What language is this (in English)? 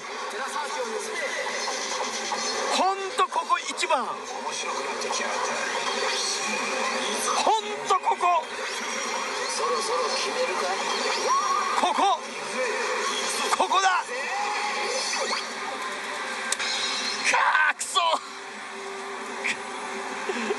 Japanese